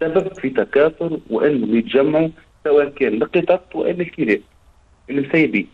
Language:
Tunisian Arabic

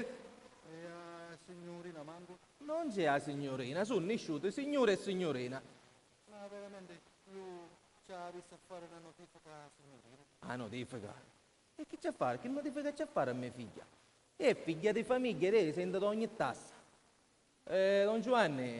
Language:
Sicilian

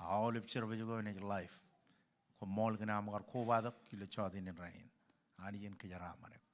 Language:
Marshallese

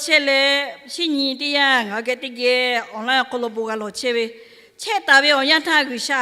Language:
Lahu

